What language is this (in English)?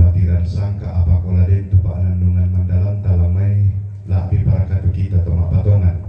Toraja-Sa'dan